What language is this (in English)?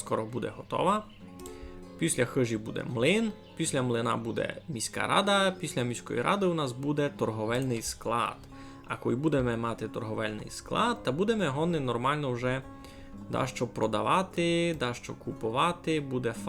Rusyn